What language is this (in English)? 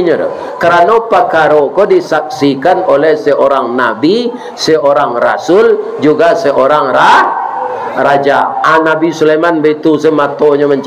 Minangkabau